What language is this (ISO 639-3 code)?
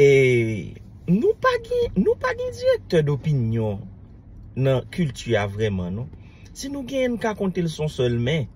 hat